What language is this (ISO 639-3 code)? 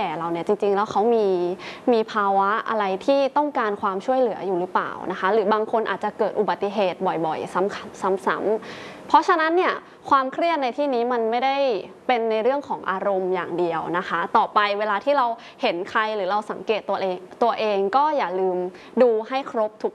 tha